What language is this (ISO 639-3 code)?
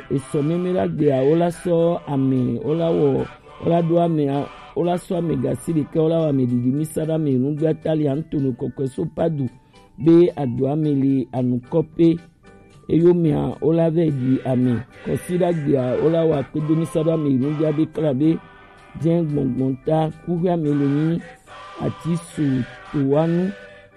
gej